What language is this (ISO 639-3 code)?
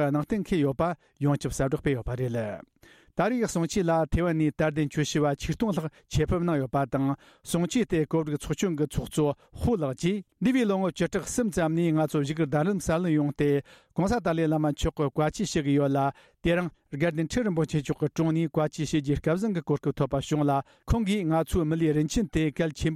bod